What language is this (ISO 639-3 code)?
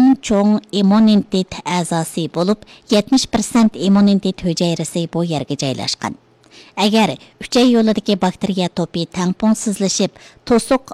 uig